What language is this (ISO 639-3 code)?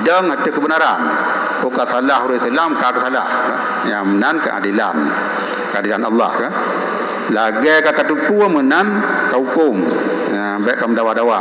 ace